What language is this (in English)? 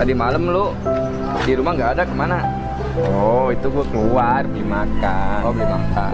Betawi